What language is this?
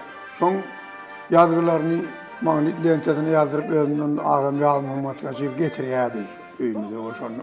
Turkmen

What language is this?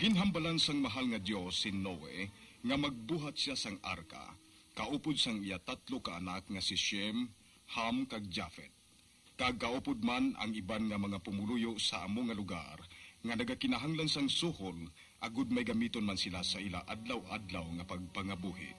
Hiligaynon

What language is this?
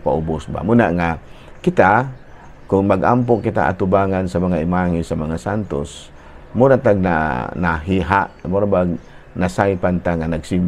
Cebuano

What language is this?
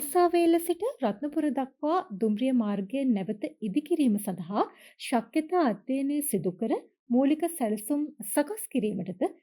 Sinhala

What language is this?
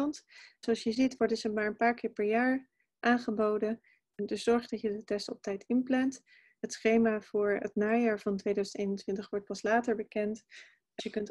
Dutch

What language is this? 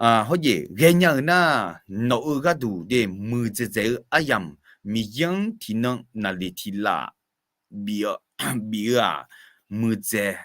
Akha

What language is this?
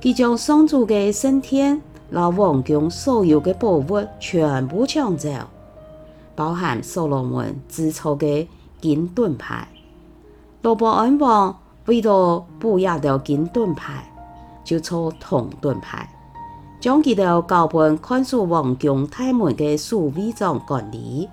Hakka Chinese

